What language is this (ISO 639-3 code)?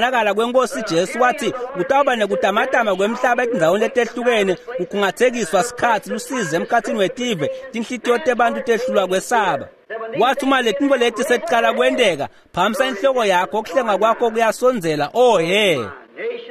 ssw